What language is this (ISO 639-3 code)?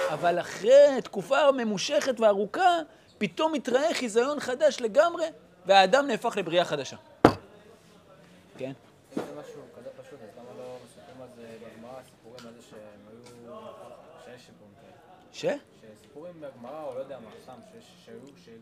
heb